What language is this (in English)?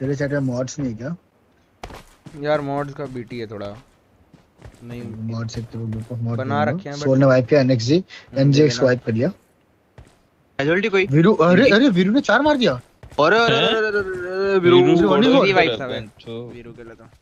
Hindi